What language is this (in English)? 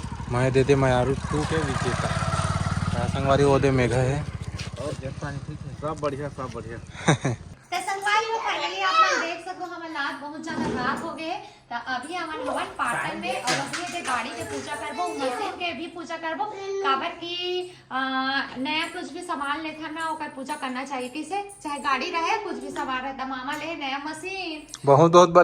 Chhattisgarhi